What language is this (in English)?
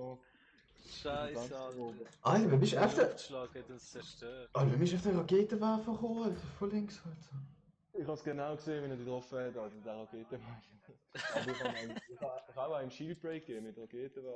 Swiss German